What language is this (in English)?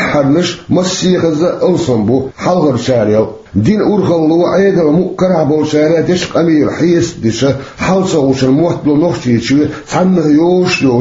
Chechen